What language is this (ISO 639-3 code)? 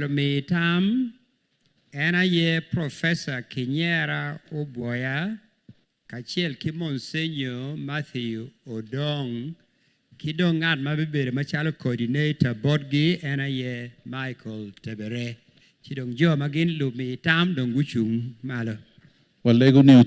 ach